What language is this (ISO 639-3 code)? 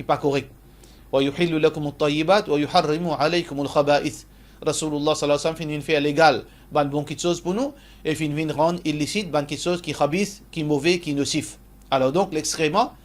mfe